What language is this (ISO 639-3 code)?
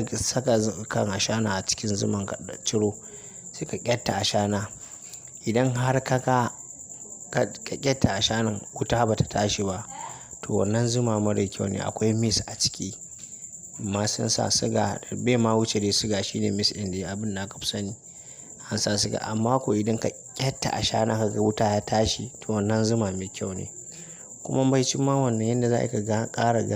hau